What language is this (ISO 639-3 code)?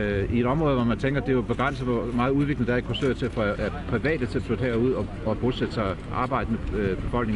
dan